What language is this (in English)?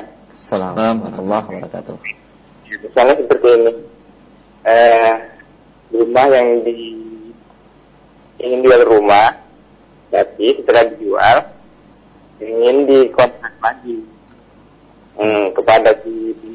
Indonesian